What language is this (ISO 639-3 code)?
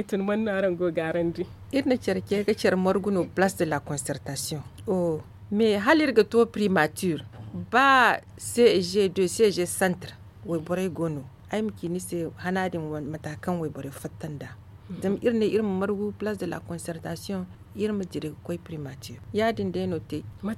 dje